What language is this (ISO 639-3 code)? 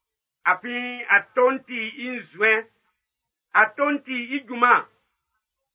bci